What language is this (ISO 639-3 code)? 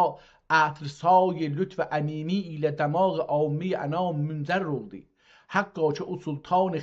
azb